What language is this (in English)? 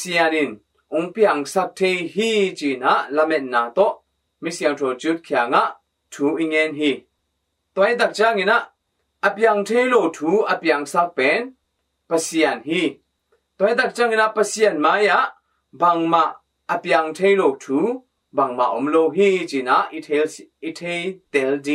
Tedim Chin